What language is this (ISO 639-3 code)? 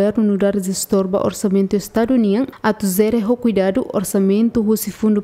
tet